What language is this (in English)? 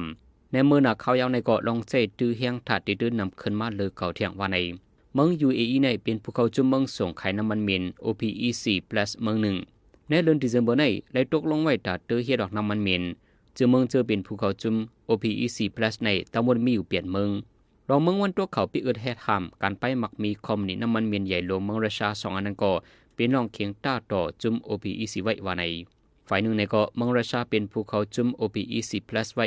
Shan